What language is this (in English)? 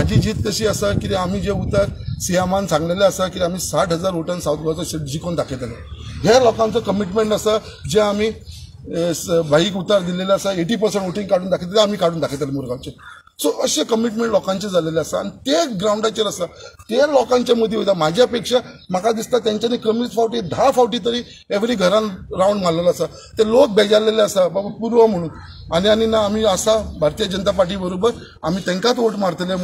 Konkani